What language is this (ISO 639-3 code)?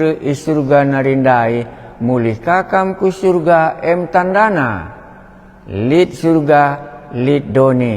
btx